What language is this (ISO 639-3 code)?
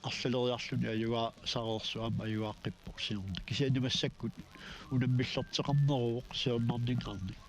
kal